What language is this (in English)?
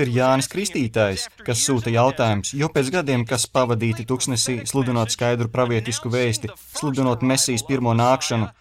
Latvian